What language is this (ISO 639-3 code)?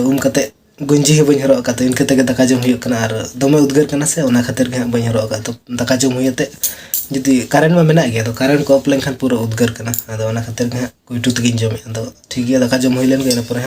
sat